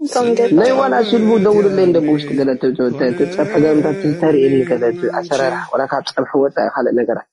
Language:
Tigrinya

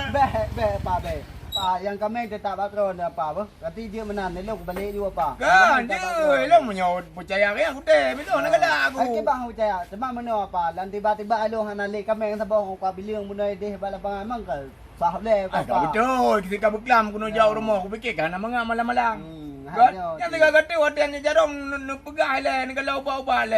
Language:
Achinese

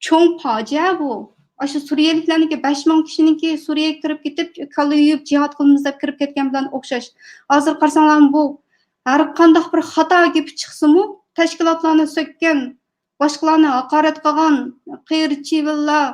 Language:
Uyghur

